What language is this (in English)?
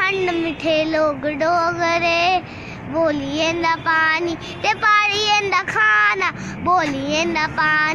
Dogri